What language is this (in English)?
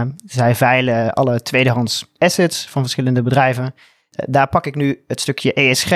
Dutch